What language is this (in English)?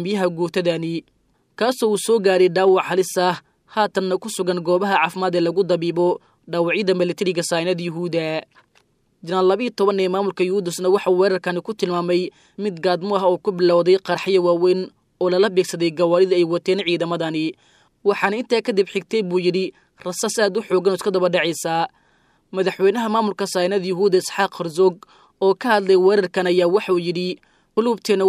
Somali